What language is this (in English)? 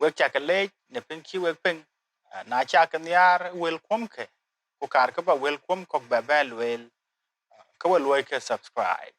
Dinka